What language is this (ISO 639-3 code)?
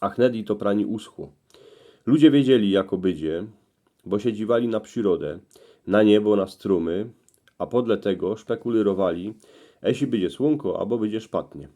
szl